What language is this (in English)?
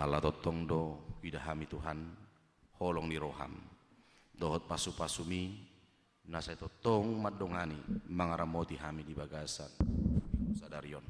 Batak Toba